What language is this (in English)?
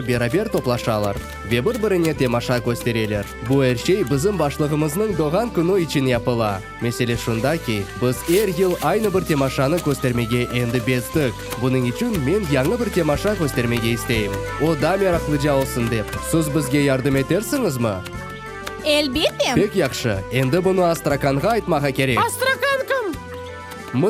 Crimean Tatar